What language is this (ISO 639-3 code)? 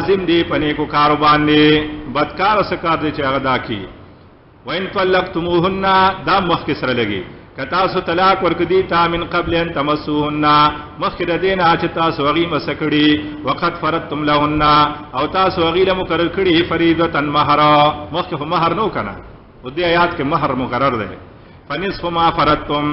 pus